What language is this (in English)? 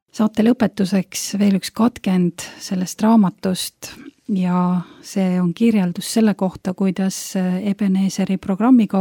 Estonian